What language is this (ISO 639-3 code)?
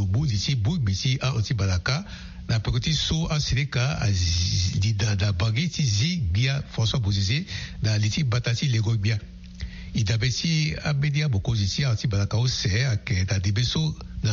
sag